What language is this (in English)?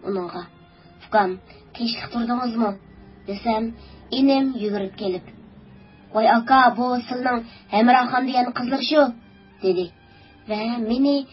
Uyghur